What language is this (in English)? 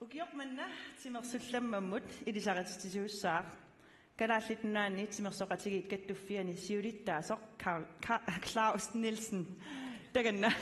Kalaallisut